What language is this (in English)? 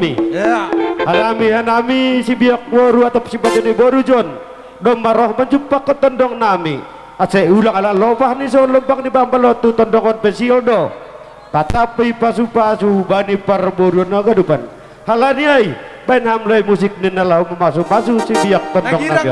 Batak Simalungun